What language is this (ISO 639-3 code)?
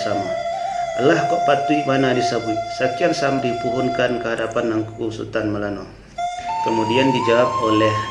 min